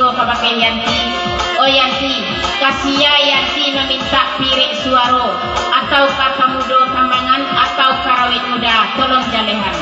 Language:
Minangkabau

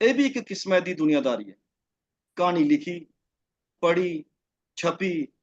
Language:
Dogri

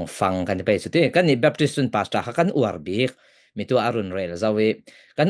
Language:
Falam Chin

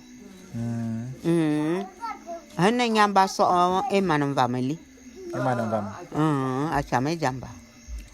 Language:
Bulu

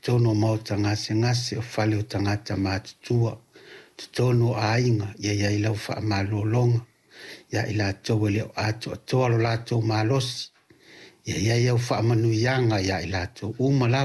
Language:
Samoan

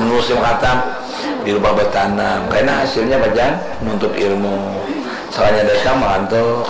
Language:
Banjar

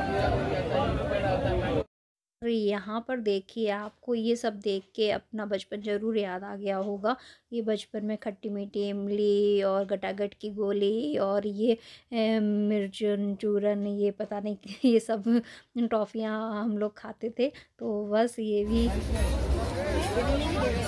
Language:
Hindi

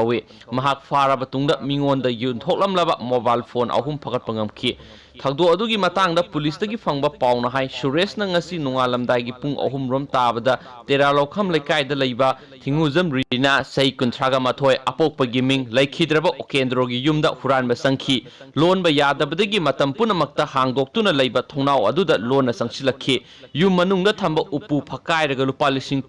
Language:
Manipuri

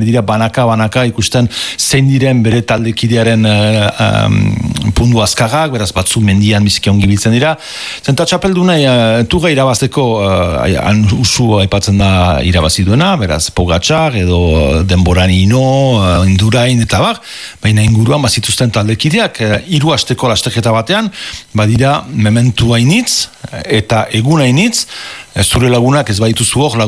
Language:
Basque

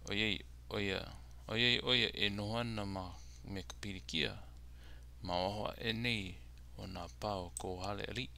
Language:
Hawaiian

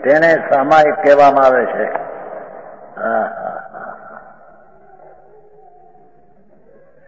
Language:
Gujarati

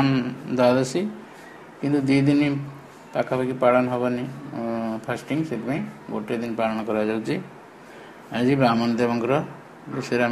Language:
Odia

